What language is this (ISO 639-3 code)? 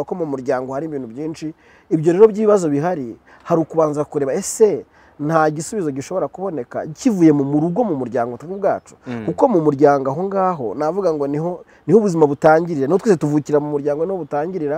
kin